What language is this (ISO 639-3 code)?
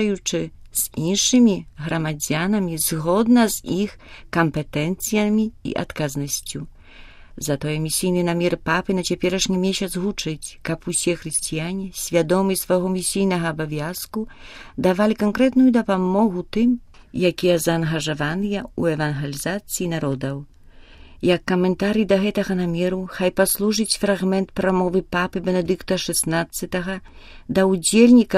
bel